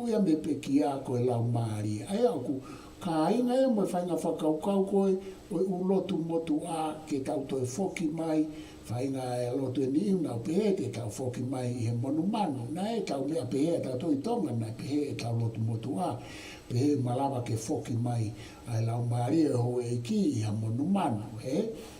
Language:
Tongan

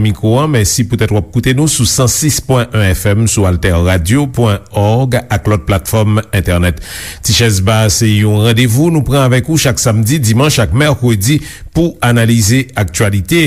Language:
Haitian Creole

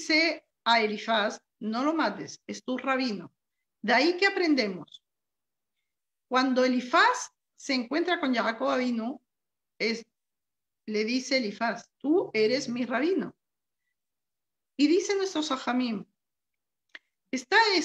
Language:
Spanish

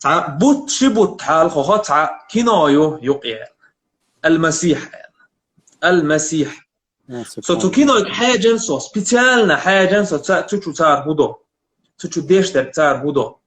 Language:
Chechen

